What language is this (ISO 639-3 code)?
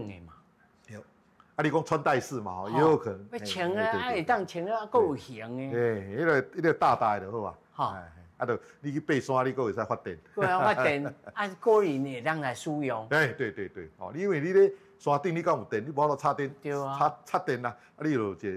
nan